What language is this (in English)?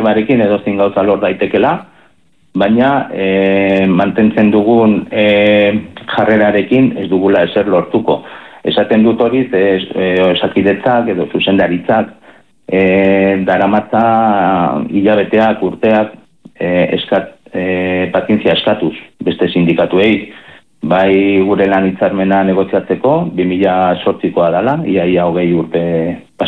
Basque